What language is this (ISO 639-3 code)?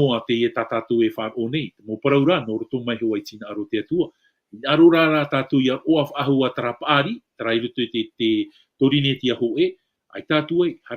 tah